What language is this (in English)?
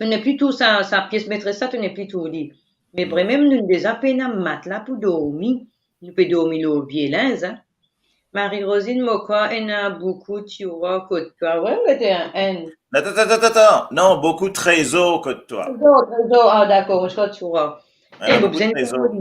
Morisyen